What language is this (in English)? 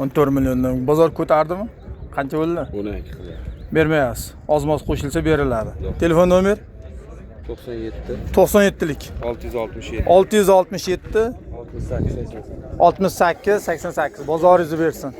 Uzbek